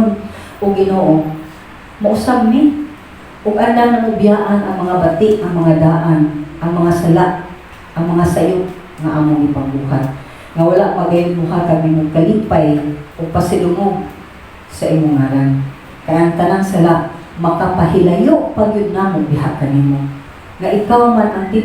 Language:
Cebuano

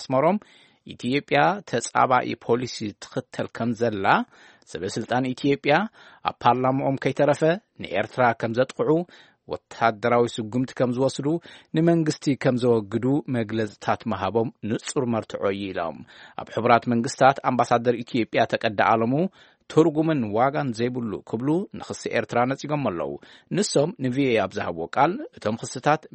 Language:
Tigrinya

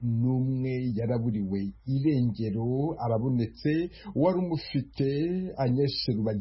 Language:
Kinyarwanda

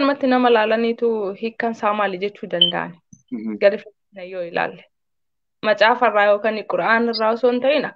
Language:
Oromo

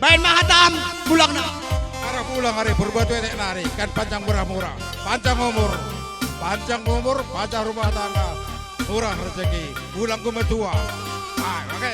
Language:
Batak Karo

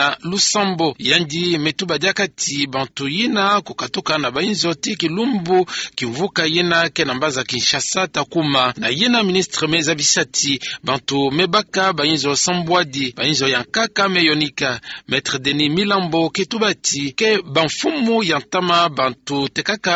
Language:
Kituba (Democratic Republic of Congo)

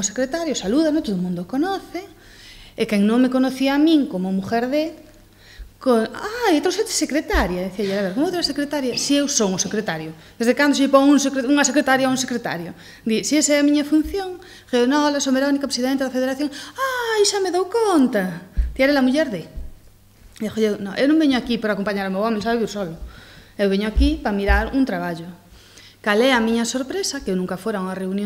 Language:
Galician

